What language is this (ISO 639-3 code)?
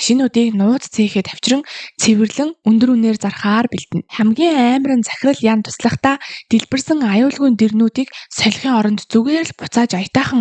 mon